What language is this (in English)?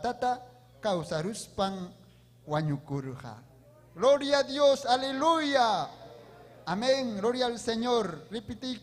Ayacucho Quechua